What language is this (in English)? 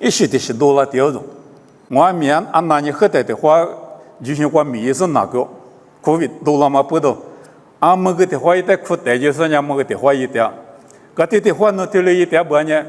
Lisu